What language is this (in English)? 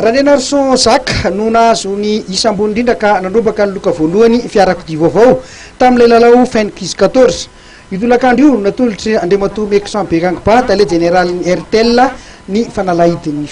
Malagasy